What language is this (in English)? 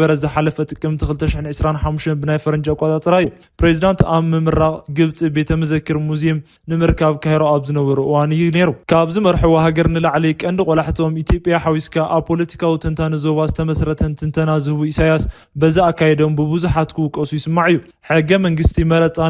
Tigrinya